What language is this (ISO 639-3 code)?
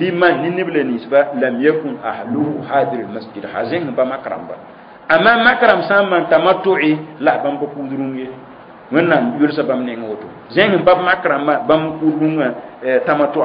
mos